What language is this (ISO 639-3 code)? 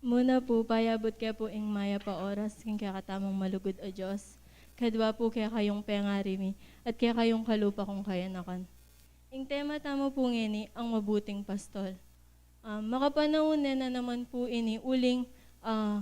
pam